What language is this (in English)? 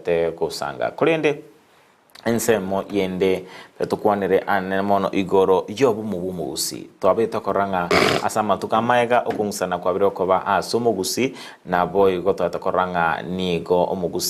Gusii